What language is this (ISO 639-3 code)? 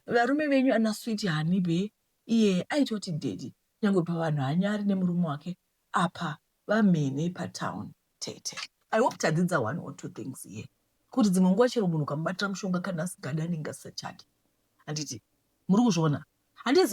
sna